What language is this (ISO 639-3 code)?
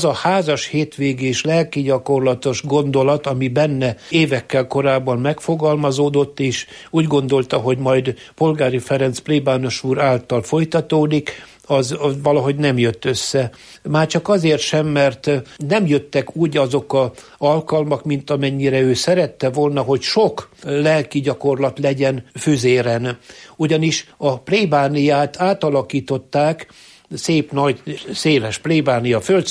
hun